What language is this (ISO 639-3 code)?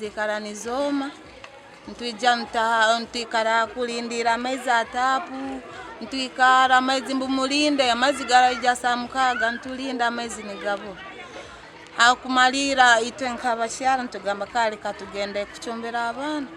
nyn